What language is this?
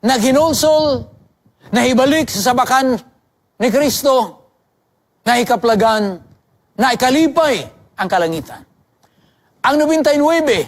Cebuano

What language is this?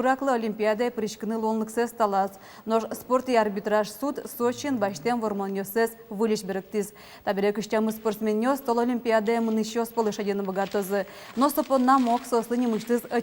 Udmurt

